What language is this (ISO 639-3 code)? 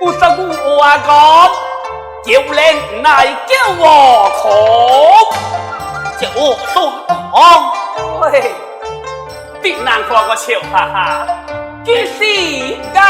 cpx